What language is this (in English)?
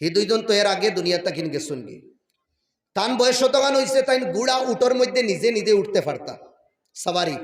Sylheti